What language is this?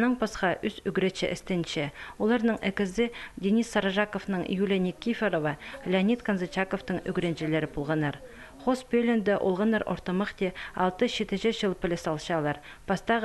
Khakas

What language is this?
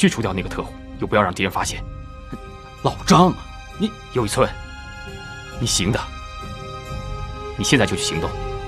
Chinese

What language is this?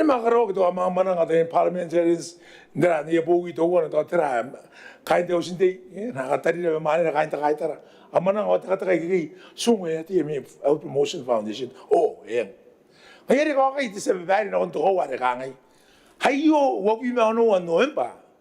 Gilbertese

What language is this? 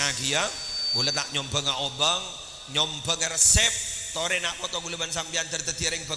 Madurese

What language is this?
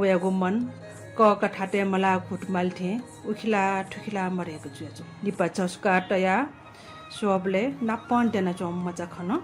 Newari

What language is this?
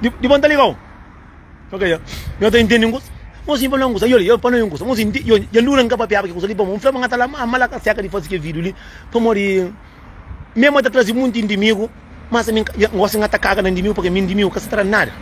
Kabuverdianu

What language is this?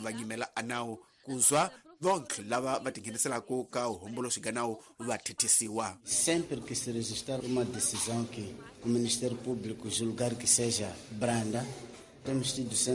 Tsonga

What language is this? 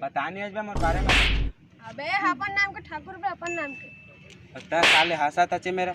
Chhattisgarhi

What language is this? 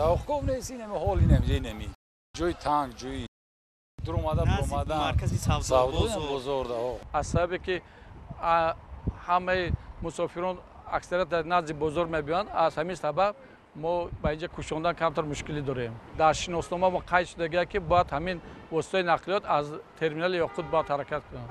Tajik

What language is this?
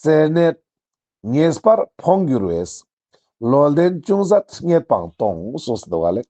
Ladakhi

